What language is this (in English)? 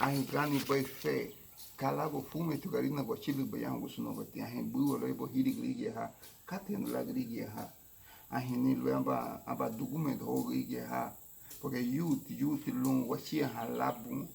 Garifuna